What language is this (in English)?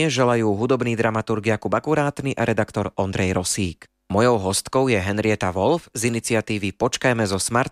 Slovak